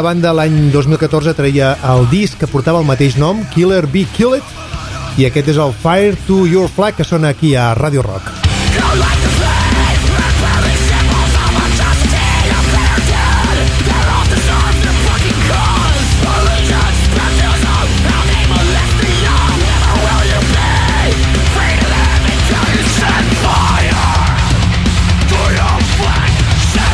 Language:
Catalan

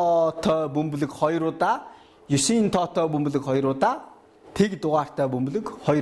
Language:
Mongolian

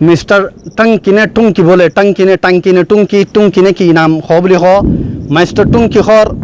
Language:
Rohingya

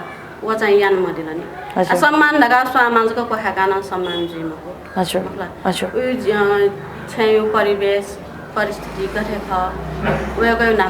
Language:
Newari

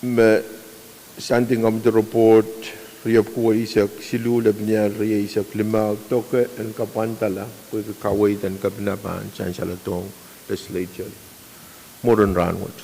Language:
Pohnpeian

